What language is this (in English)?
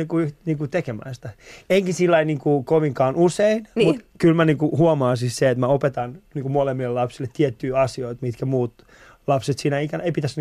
Finnish